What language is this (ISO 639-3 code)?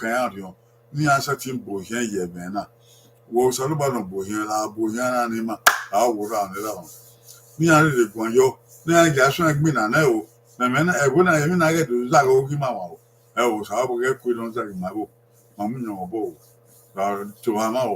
bin